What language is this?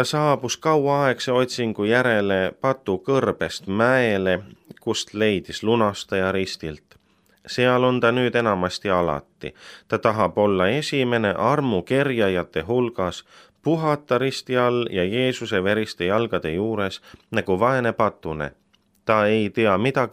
Estonian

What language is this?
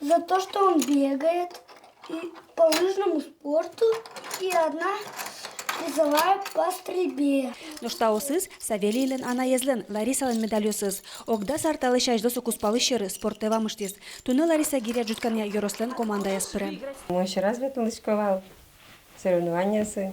Udmurt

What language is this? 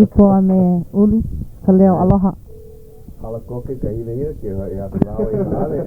Hawaiian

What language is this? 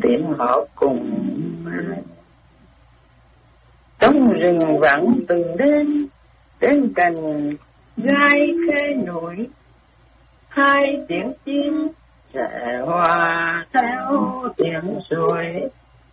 Vietnamese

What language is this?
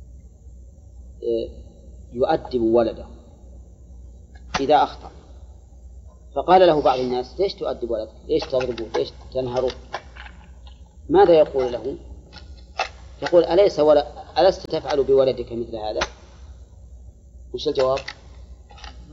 Arabic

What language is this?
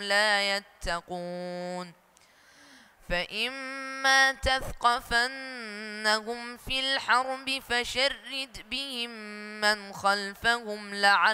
Arabic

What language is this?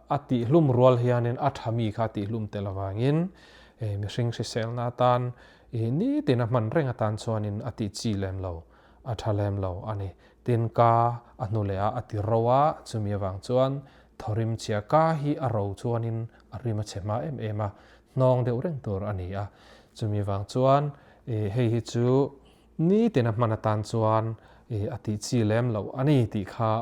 Mizo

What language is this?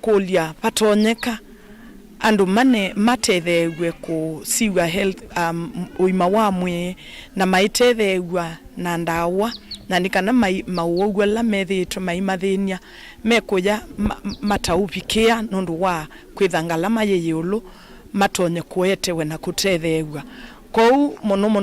Kamba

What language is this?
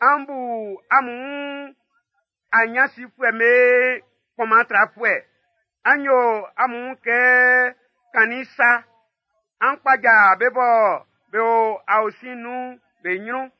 Baoulé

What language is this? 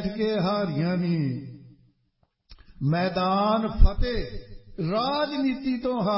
Punjabi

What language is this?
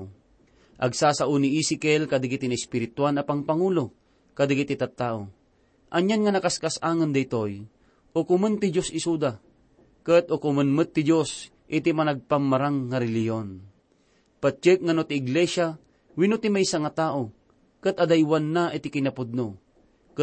Iloko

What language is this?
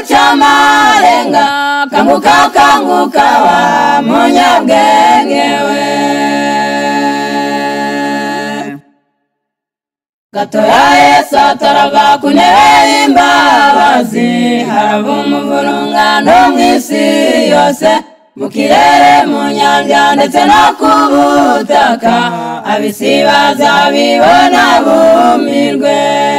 Kinyarwanda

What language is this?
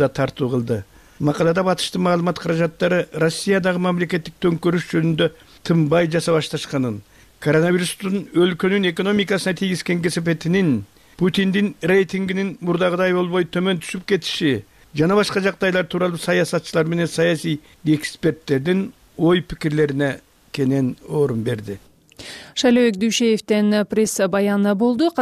Kyrgyz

